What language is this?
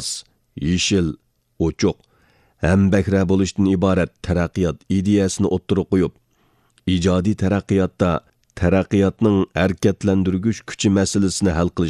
Uyghur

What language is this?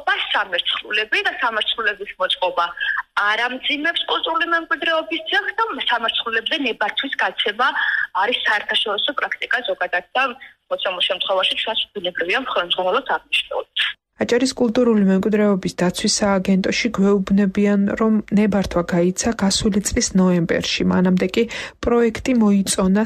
Georgian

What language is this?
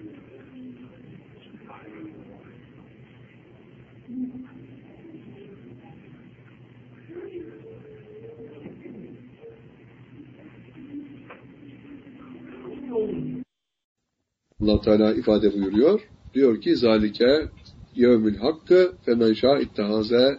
Turkish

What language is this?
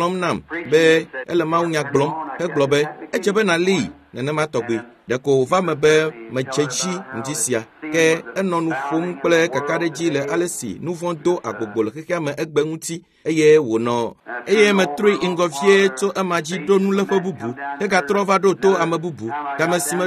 Ewe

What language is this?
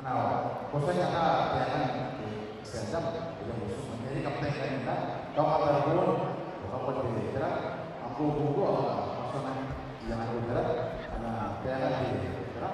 Gilbertese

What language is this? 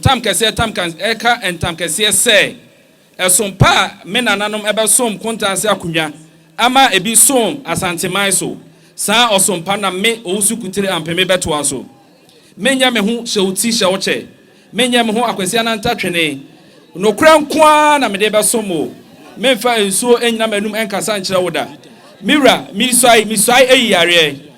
Akan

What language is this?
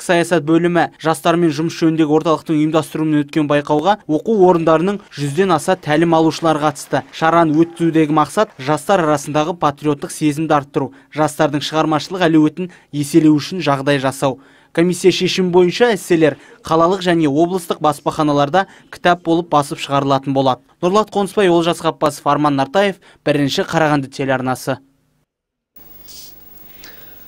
Kazakh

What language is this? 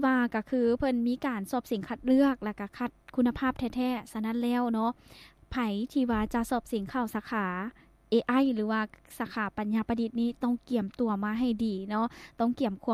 Lao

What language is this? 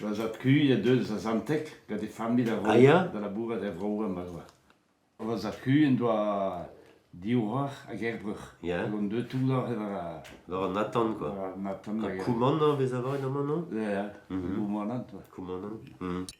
Breton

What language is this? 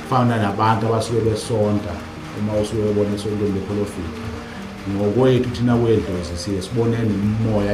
Zulu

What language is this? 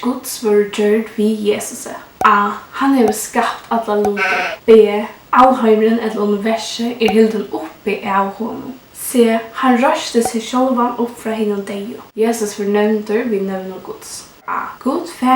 Faroese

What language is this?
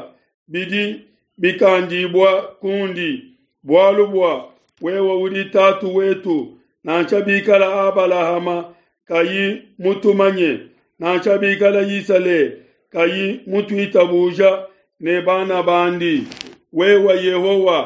Luba-Lulua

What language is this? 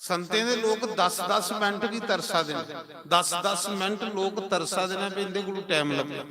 Dogri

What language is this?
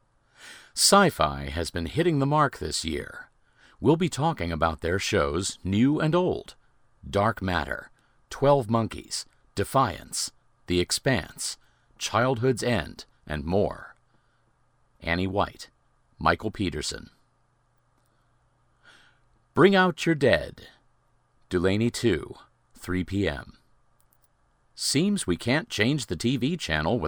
English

